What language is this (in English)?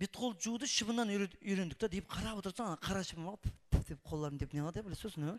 Kara-Kalpak